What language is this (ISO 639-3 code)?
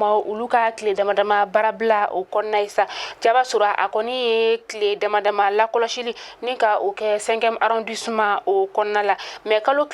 bam